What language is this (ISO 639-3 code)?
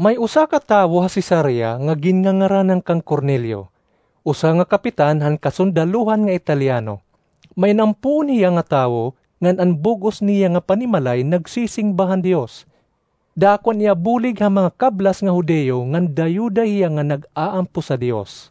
war